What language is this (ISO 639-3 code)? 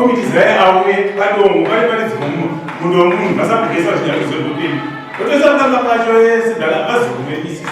sna